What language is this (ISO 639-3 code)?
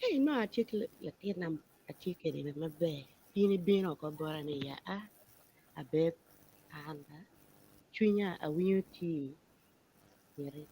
ach